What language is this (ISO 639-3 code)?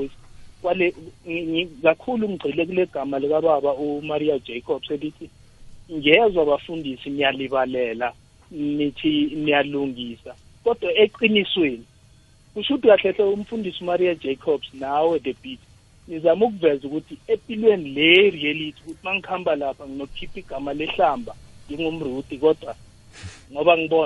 nbl